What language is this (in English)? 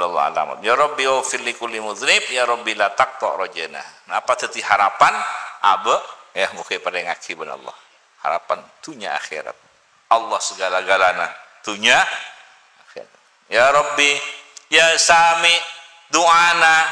Madurese